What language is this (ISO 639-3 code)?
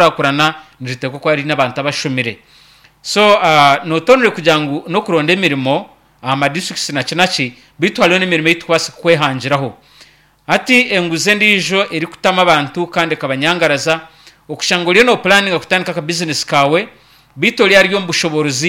nyn